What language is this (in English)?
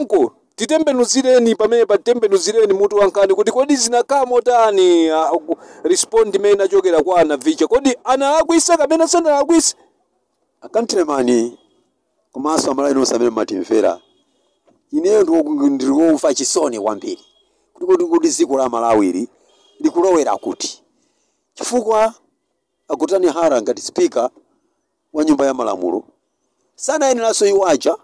Nyanja